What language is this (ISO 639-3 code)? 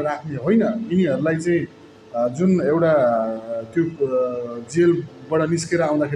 nep